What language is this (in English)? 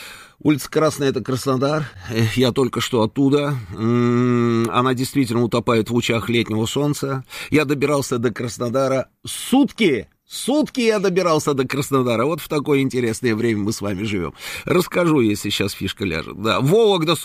Russian